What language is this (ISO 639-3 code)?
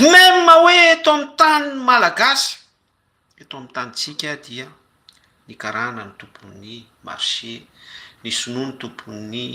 mlg